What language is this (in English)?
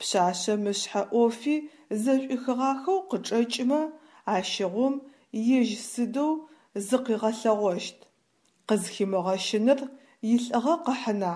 Adyghe